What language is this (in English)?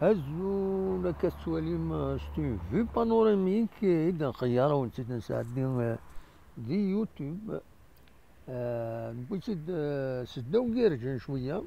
Kabyle